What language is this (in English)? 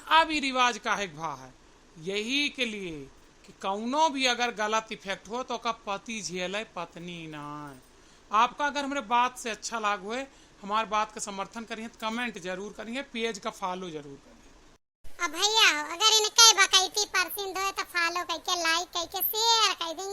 Awadhi